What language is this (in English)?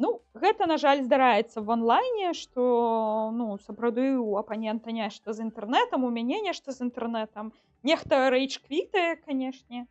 Belarusian